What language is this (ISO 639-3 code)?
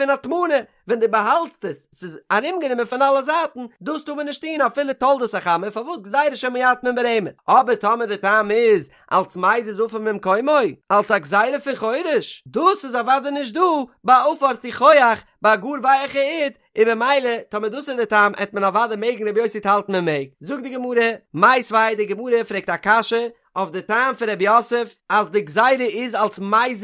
yid